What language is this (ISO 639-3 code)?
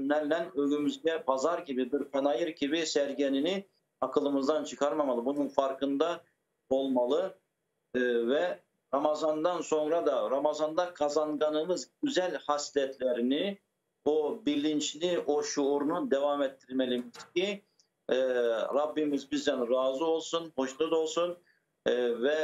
crh